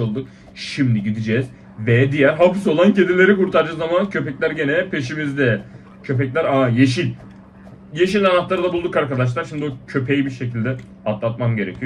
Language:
Turkish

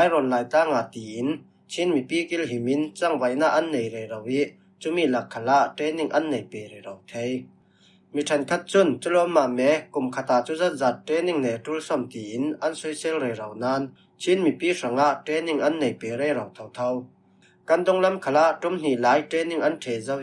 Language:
Falam Chin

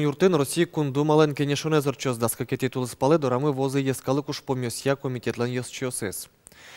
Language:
Udmurt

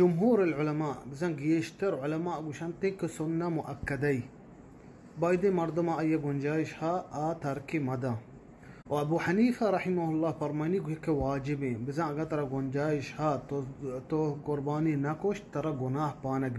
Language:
Eastern Balochi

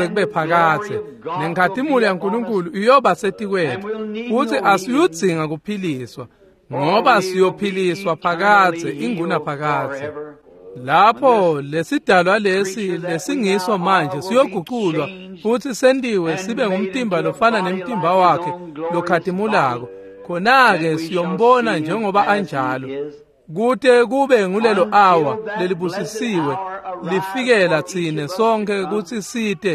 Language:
Swati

